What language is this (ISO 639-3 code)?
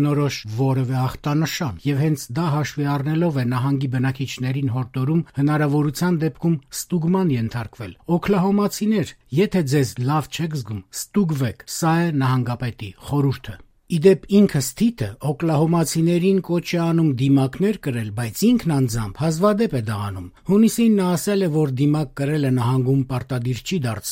hye